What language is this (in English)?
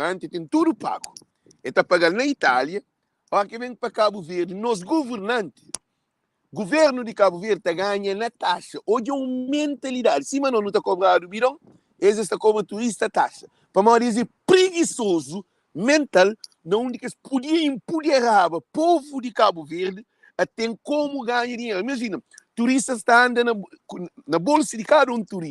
Kabuverdianu